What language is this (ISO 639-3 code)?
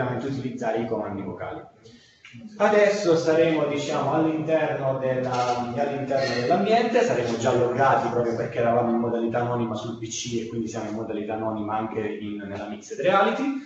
ita